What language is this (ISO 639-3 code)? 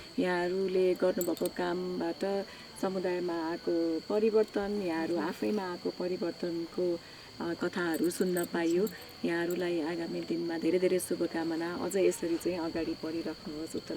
nep